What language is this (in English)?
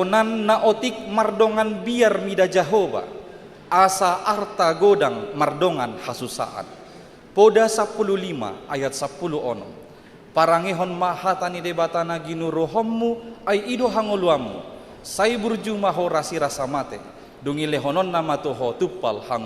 Batak Toba